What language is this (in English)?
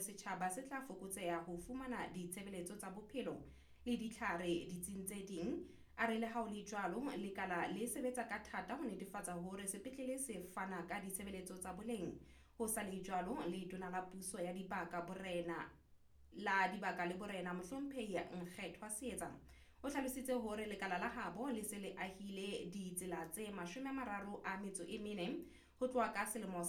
Southern Sotho